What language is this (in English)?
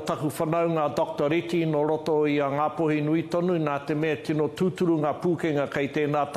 Māori